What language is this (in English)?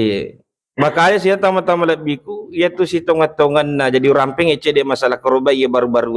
Buginese